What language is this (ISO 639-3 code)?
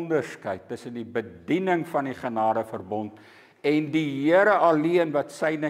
afr